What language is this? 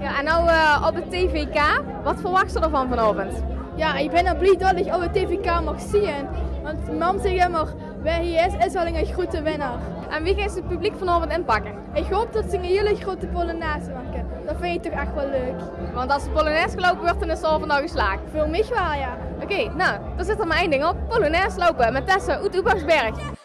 Limburgish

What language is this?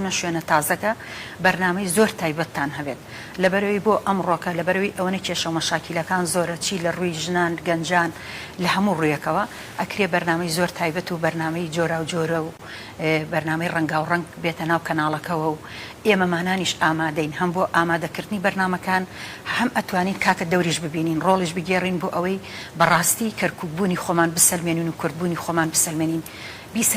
Central Kurdish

